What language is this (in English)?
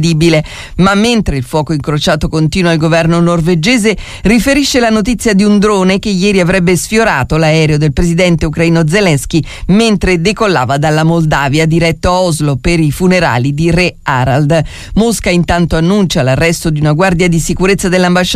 Italian